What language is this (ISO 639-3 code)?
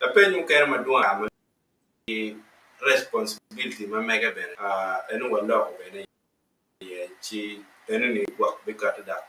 ach